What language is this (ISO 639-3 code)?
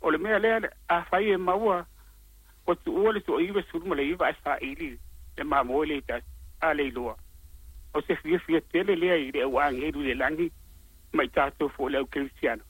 smo